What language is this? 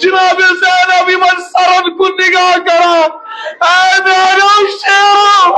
Kashmiri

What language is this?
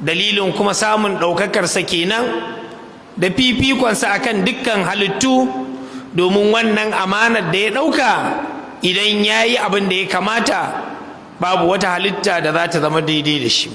Hausa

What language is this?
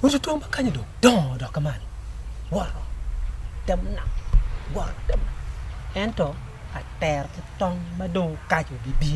Acoli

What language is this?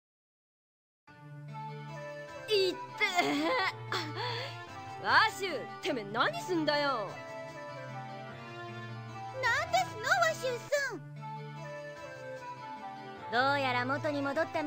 Japanese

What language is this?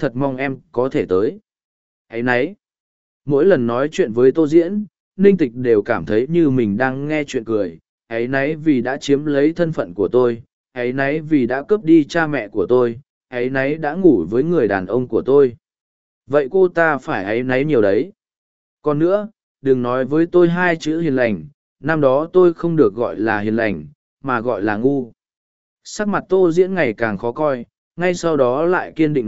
Vietnamese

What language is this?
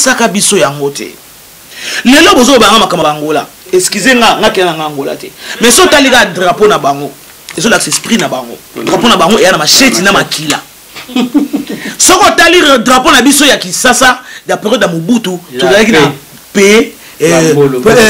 Lingala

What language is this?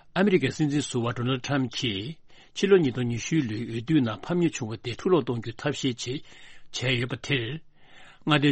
Tibetan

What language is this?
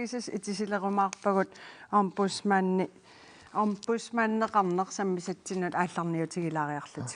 Kalaallisut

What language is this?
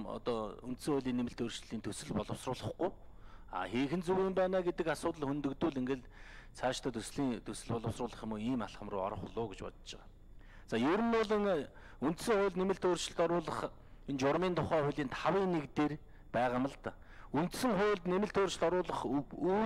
Mongolian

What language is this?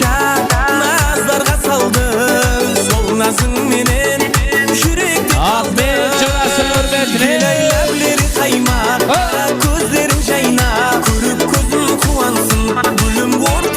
Kara-Kalpak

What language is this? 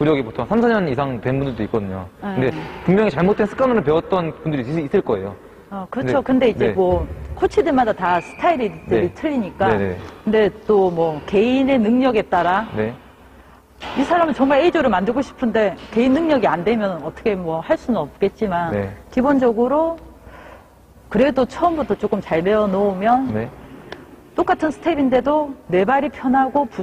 Korean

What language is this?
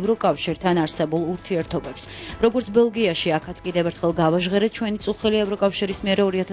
Georgian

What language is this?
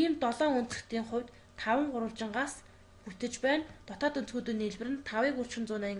Mongolian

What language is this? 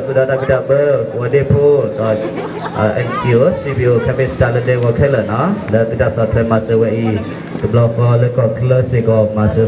S'gaw Karen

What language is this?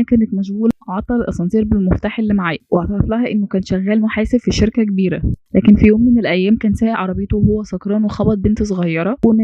Egyptian Arabic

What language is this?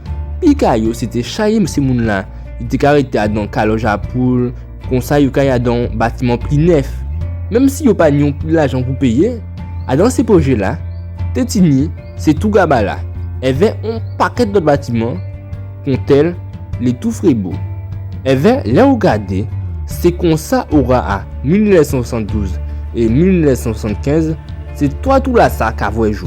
Guadeloupean Creole French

